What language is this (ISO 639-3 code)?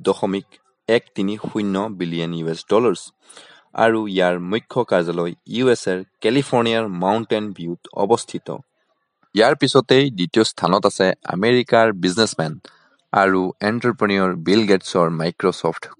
asm